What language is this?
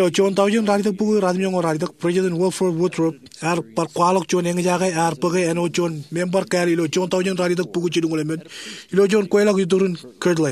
Marshallese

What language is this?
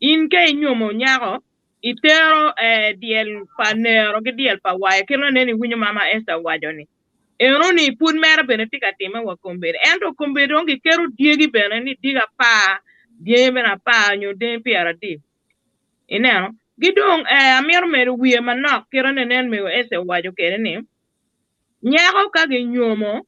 Acoli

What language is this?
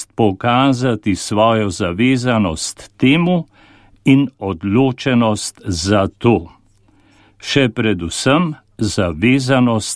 Slovenian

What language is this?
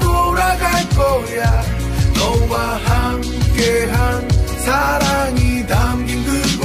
Korean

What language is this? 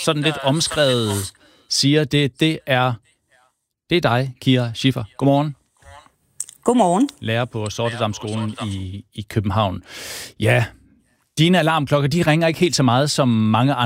Danish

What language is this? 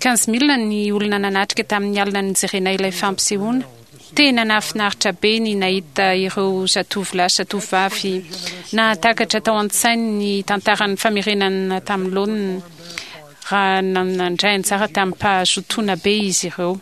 Malagasy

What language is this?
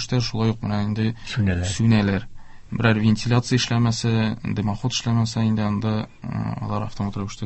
Tatar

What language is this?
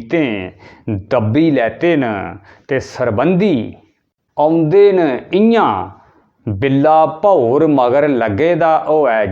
Dogri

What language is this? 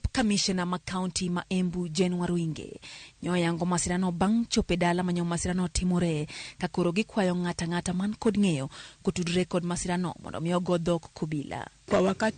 Luo (Kenya and Tanzania)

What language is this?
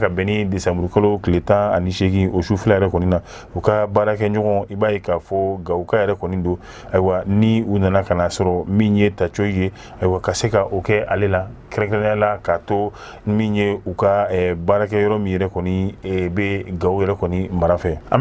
Bambara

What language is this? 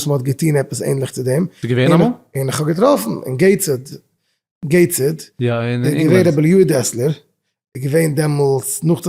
Yiddish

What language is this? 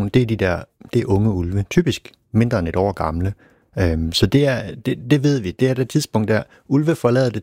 Danish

